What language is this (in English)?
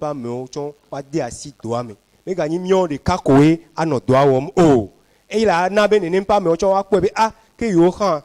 Ewe